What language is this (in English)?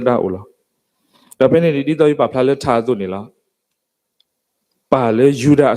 S'gaw Karen